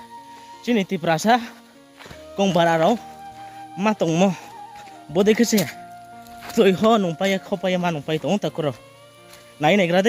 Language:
Riang (India)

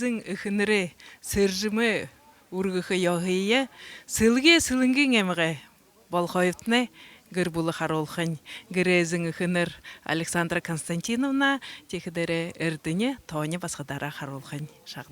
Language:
Buriat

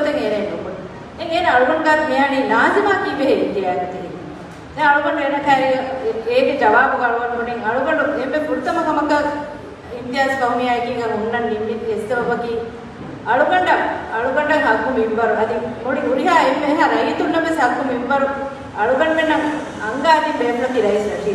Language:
Divehi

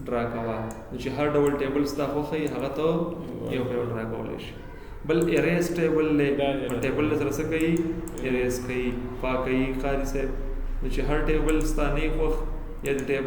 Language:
Pashto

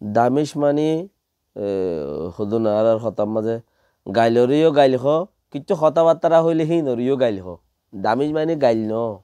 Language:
Rohingya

